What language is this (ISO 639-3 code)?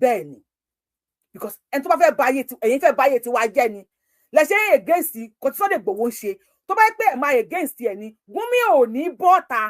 yor